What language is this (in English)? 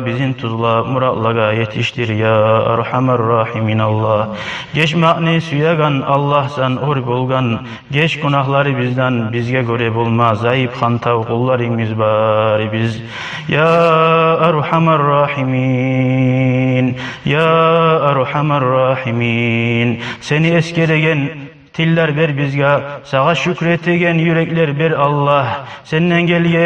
Kumyk